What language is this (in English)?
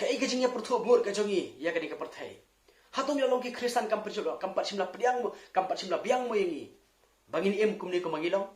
Khasi